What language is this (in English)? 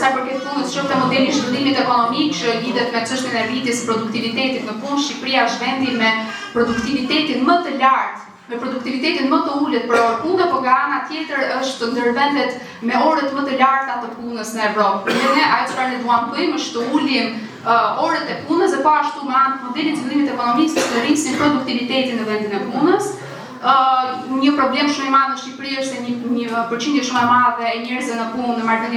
Albanian